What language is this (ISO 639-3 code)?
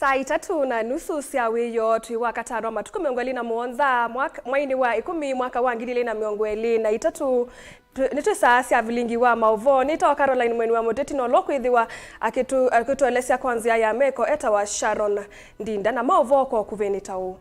kam